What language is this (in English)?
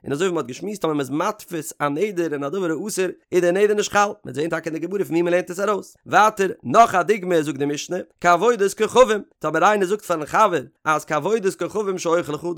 Yiddish